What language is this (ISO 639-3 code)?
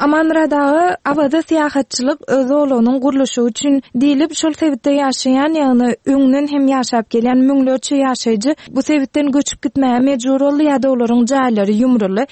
tuk